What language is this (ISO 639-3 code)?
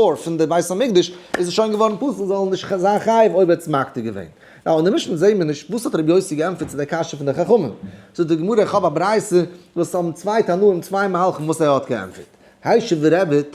yid